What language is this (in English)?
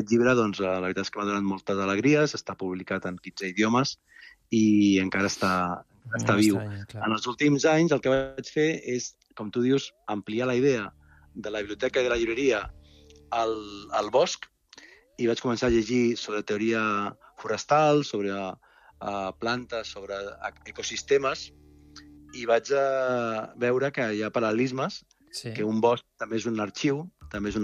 Catalan